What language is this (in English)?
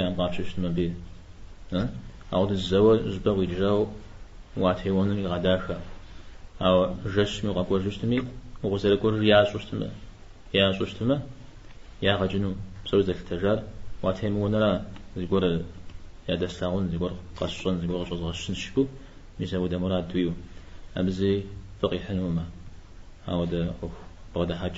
Kabardian